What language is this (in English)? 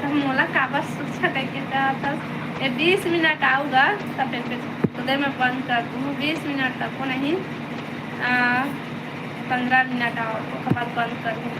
Chhattisgarhi